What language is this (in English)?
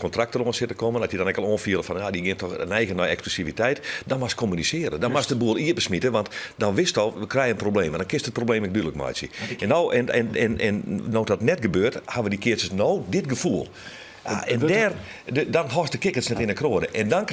Western Frisian